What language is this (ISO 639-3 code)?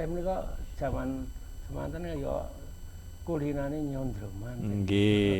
jav